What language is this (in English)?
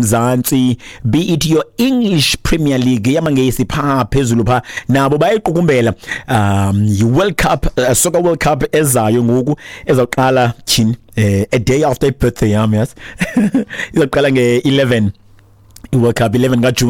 Xhosa